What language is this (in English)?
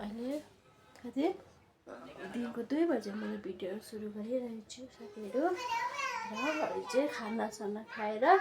Nepali